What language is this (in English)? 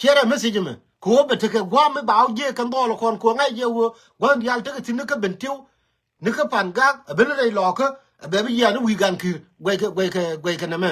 Nuer